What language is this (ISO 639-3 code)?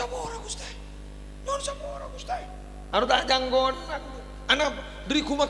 mad